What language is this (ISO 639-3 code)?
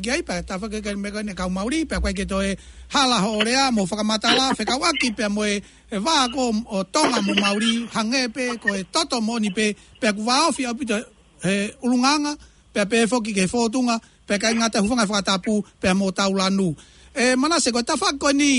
ton